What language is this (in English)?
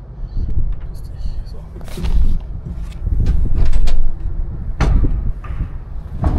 German